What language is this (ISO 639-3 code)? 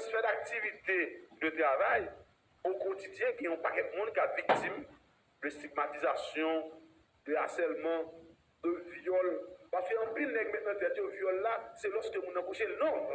hat